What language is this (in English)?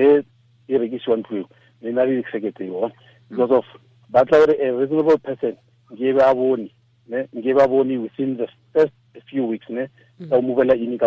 Tswana